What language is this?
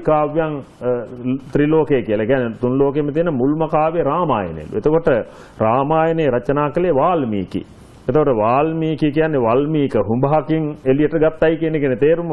Sinhala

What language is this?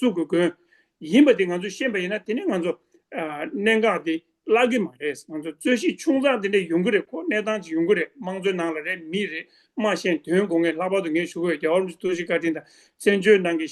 Tibetan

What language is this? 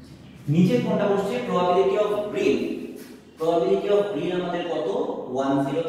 Bangla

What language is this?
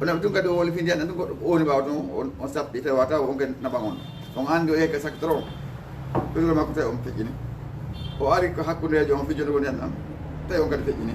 Fula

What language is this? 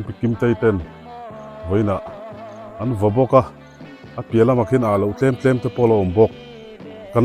Biete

